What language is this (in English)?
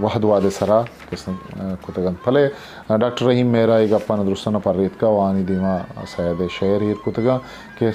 Eastern Balochi